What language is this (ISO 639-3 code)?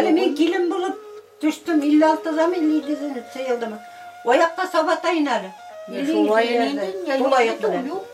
bak